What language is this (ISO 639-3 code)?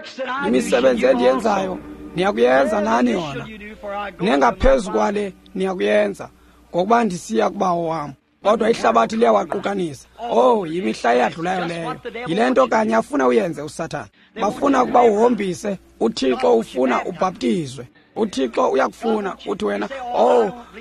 xho